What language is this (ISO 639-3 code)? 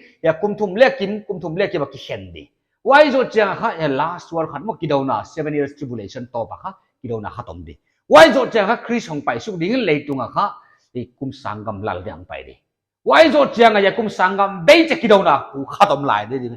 pck